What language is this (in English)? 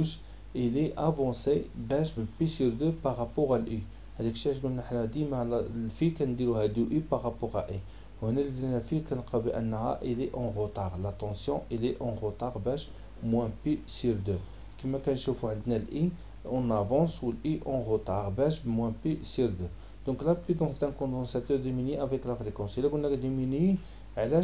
Moroccan Arabic